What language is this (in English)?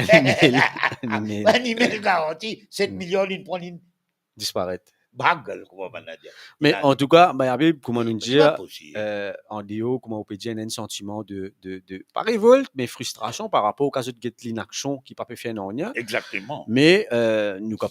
Morisyen